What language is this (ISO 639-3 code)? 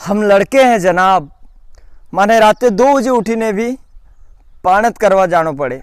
raj